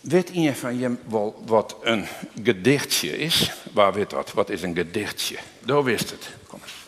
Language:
Western Frisian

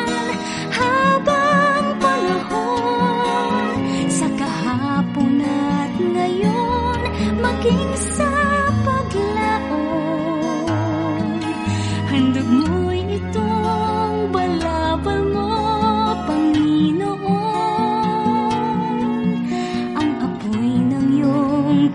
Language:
Filipino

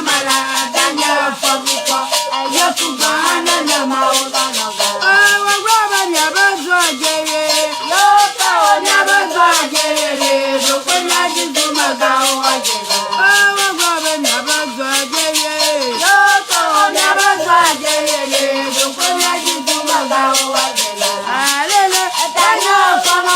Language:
Ewe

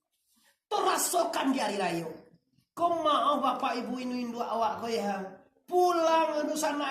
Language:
Minangkabau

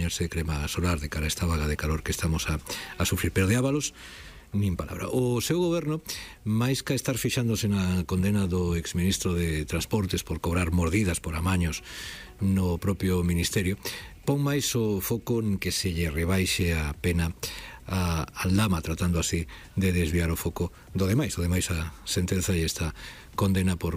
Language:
Galician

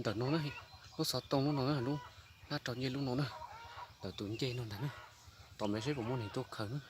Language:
Hmong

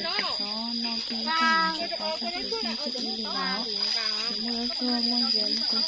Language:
Hmong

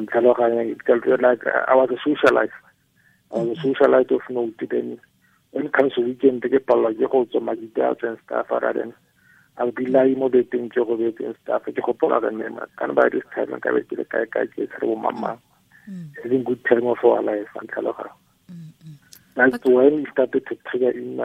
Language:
Tswana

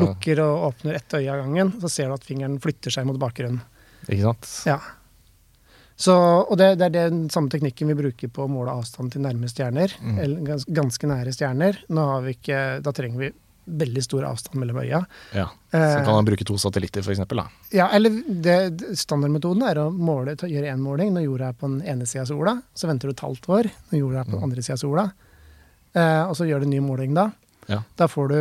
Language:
Norwegian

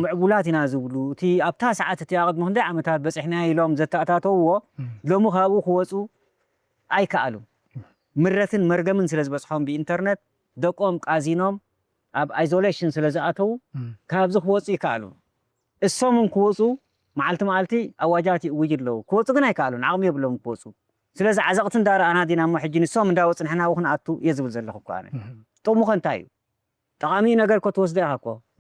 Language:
Tigrinya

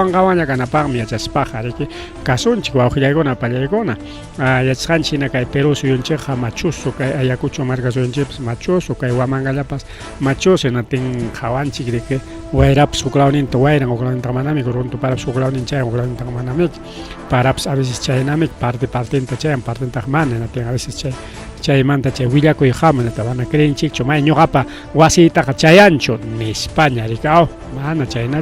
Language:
Ayacucho Quechua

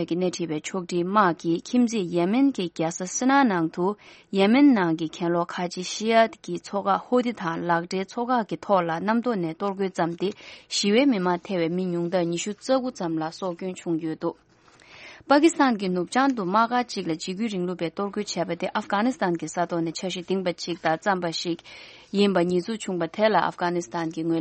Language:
Tibetan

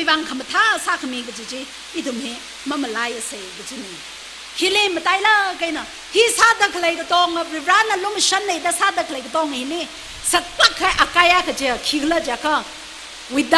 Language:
Tangkhul Naga (India)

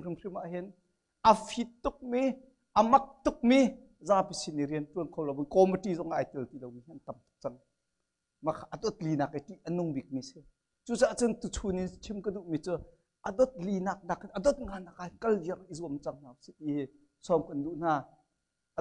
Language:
Hakha Chin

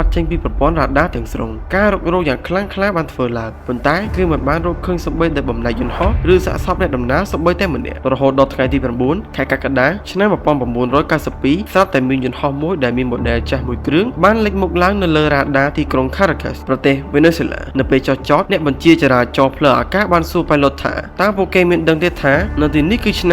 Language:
Khmer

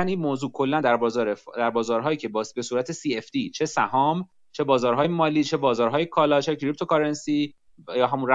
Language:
Persian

